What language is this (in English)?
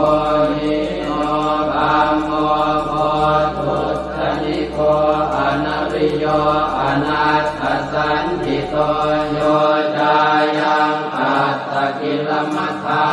Pali